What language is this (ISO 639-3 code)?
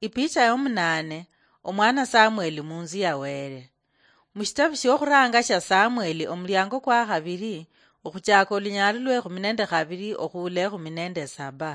luy